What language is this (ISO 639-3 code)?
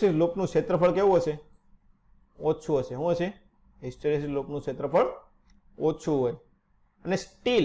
guj